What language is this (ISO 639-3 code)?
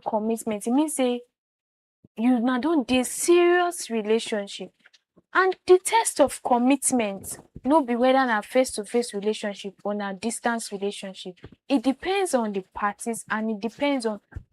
pcm